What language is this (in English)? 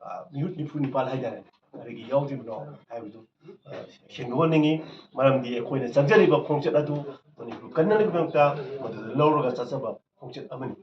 Manipuri